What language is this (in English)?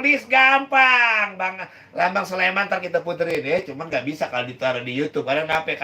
Betawi